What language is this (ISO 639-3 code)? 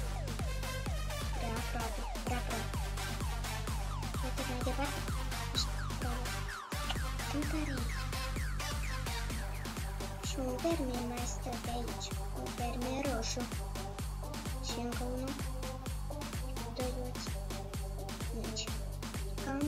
ron